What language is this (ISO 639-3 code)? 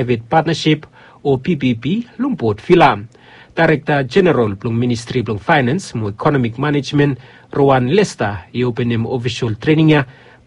bis